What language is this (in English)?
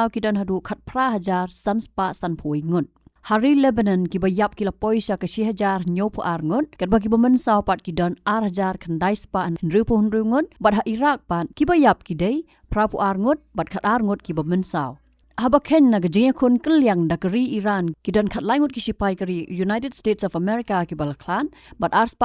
Khasi